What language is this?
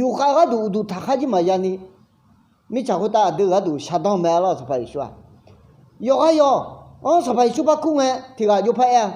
Akha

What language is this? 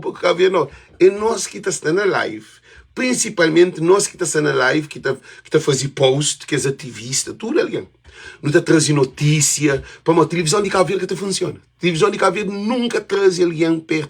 Kabuverdianu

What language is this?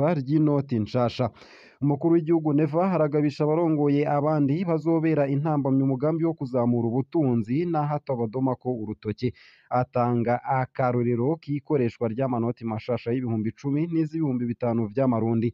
Rundi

